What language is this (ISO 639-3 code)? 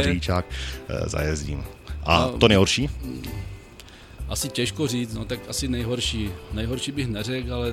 ces